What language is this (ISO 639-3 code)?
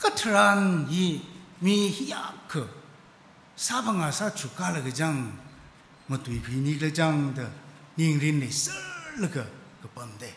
nmf